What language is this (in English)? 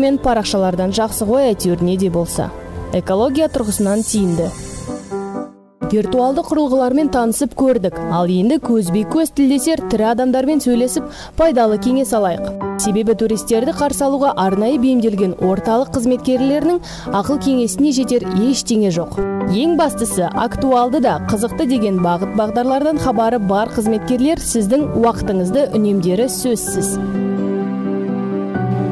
Kazakh